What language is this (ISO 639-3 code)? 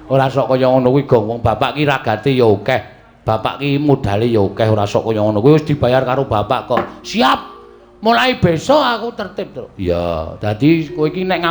jav